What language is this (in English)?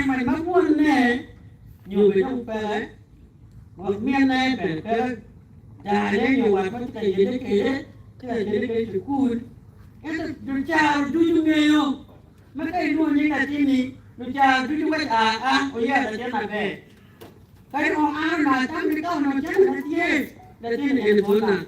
Acoli